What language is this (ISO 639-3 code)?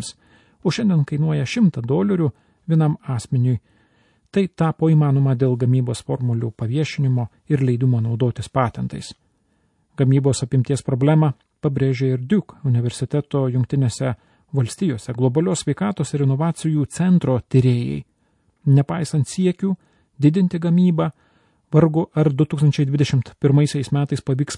lit